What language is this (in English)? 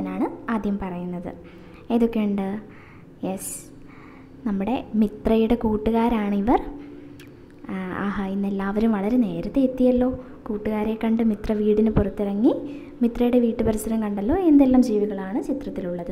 Malayalam